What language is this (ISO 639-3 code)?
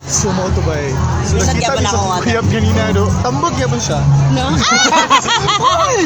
ceb